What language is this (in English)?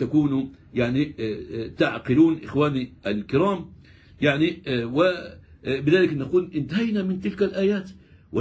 Arabic